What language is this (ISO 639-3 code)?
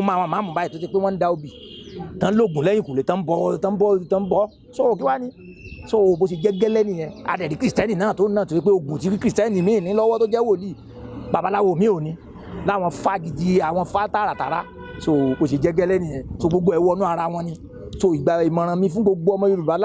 yor